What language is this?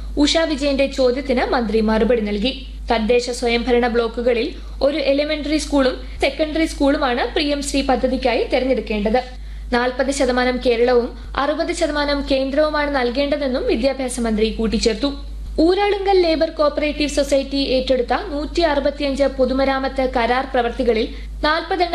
Malayalam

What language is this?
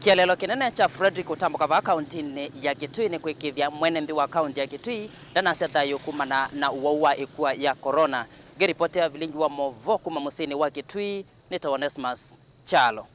Kamba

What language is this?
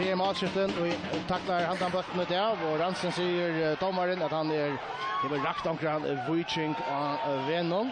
Faroese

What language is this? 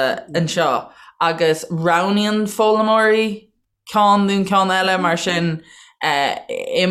Irish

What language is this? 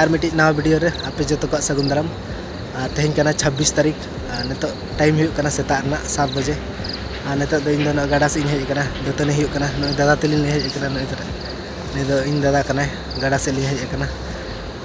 Santali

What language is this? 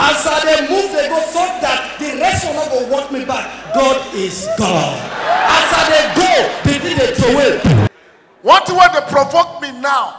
Nigerian Pidgin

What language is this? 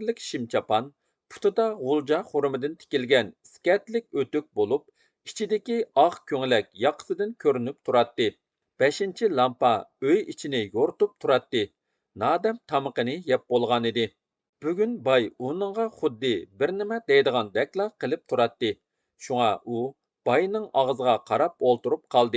Uyghur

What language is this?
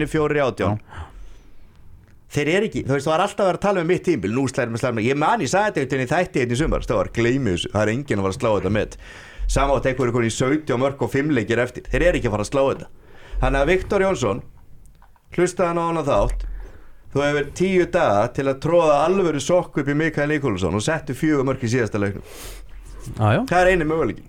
Icelandic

